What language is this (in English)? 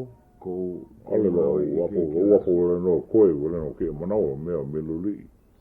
Hawaiian